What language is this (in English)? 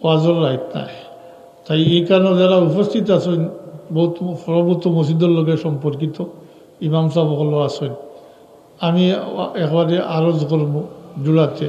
Sylheti